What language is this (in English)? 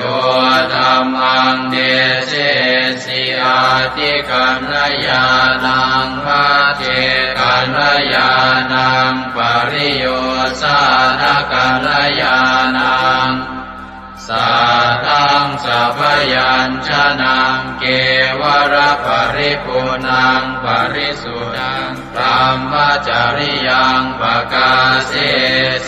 Pali